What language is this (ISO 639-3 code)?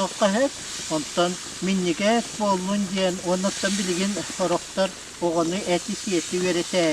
sah